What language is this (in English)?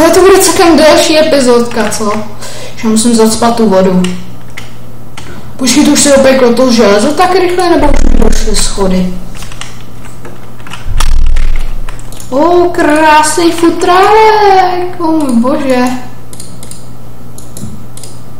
Czech